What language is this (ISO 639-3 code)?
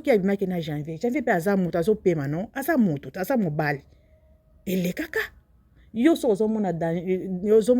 lin